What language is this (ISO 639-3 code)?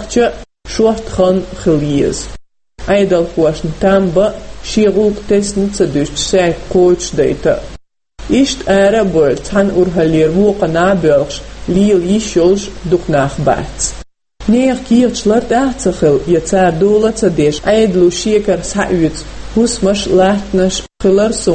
che